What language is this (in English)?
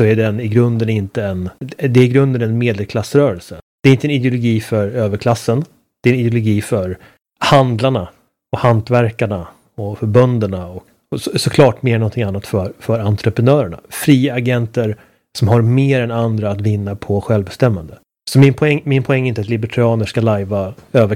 Swedish